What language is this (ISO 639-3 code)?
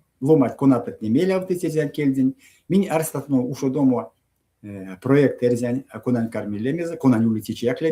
myv